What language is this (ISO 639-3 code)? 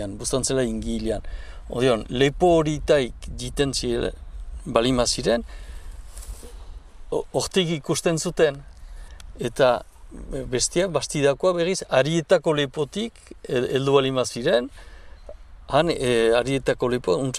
eus